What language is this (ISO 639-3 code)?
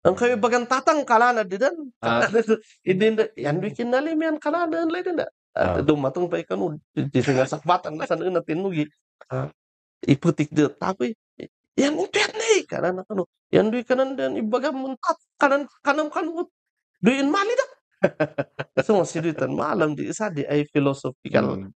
kne